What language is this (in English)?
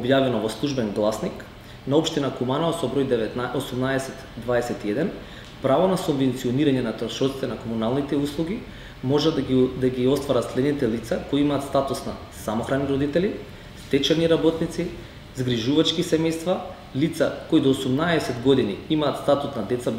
Macedonian